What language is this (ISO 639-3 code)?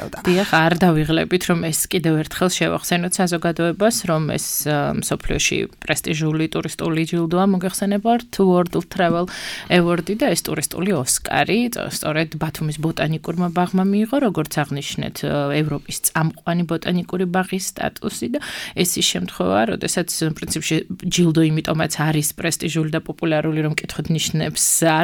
kat